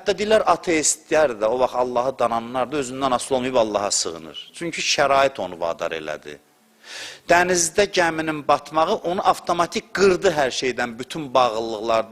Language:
Azerbaijani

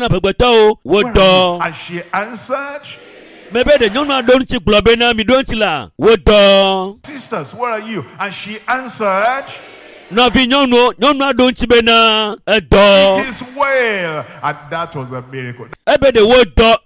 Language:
Ewe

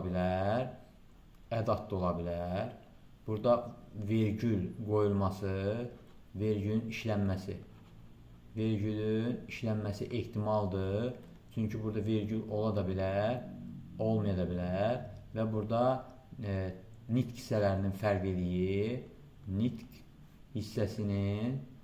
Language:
Azerbaijani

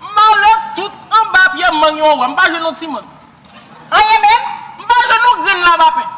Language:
Haitian Creole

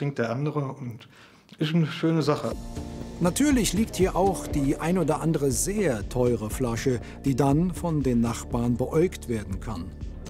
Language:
German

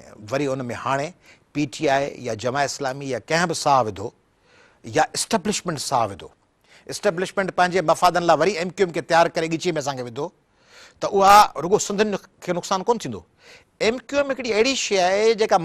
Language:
Sindhi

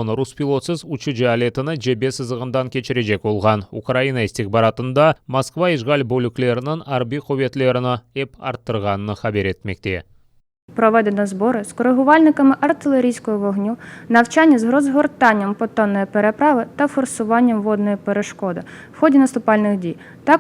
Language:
Crimean Tatar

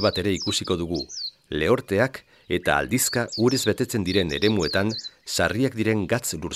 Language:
Basque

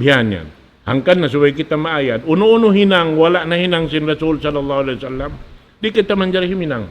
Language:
Tausug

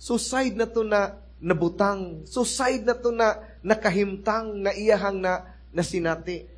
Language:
Cebuano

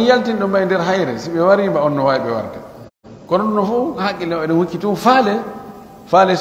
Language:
Pular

